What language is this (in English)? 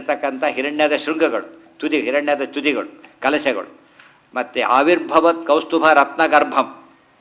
Kannada